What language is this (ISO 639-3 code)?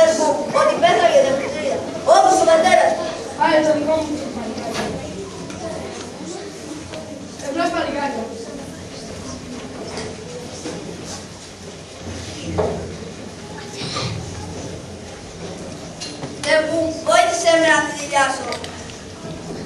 ell